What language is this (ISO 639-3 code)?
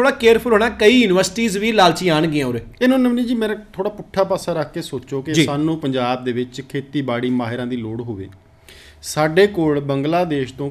pan